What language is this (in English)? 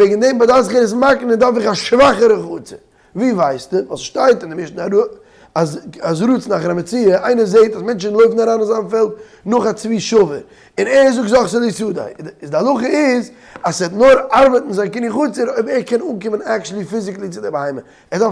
Yiddish